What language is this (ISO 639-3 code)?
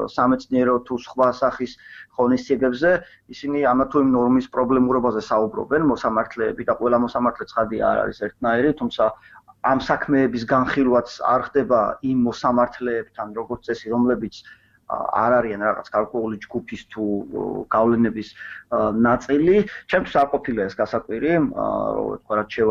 kat